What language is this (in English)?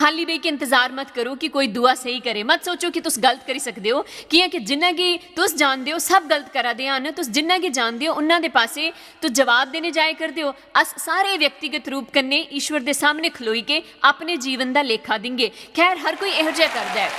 Dogri